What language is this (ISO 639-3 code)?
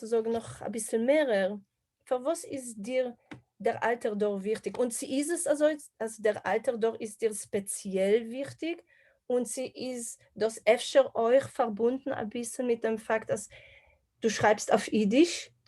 yid